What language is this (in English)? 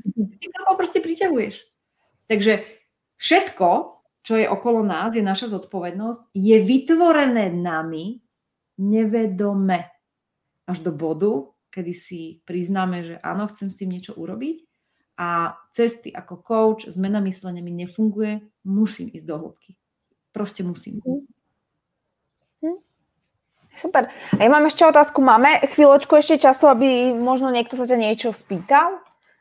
Slovak